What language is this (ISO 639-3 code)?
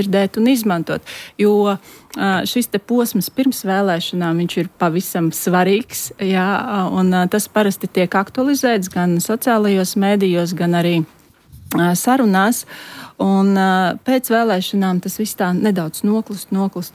lav